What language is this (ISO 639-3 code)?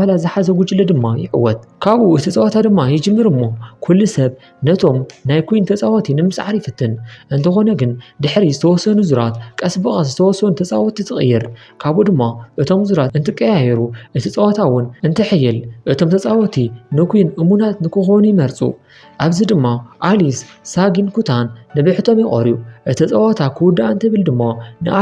tir